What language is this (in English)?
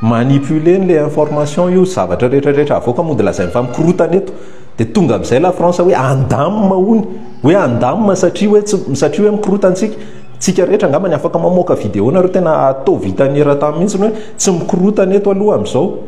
Malagasy